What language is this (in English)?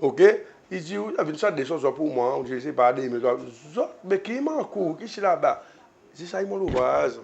Seselwa Creole French